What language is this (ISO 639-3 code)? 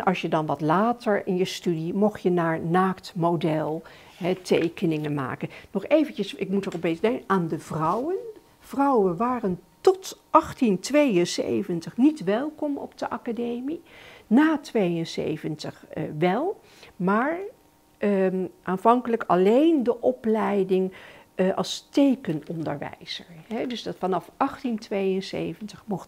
nld